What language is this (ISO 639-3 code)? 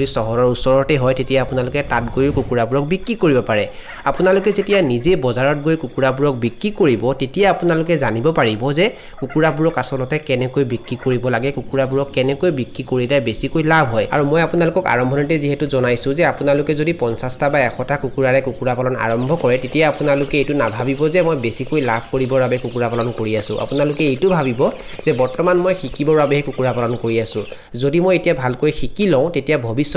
asm